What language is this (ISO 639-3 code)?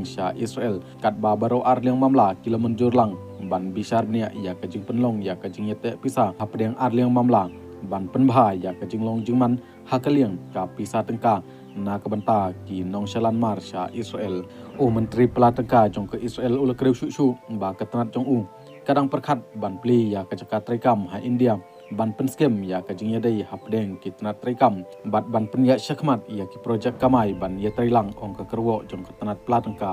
kha